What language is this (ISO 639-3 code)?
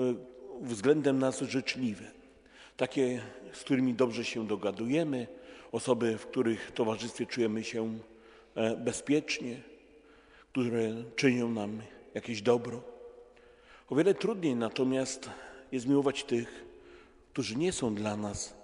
pol